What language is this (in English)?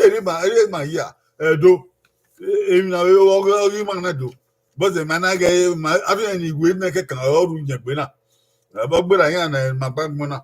Bini